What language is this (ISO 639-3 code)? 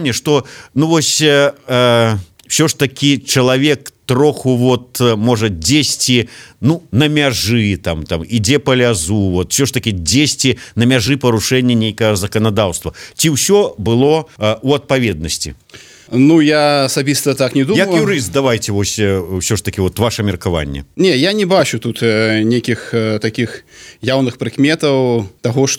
bel